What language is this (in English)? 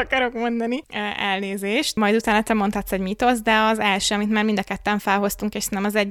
Hungarian